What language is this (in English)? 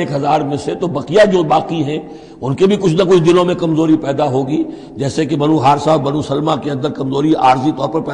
Urdu